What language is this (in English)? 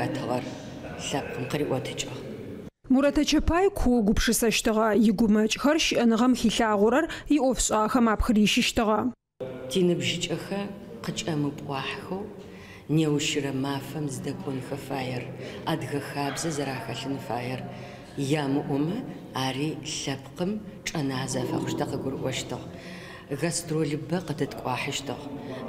Adyghe